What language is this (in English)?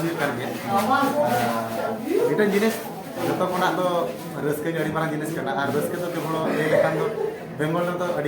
Santali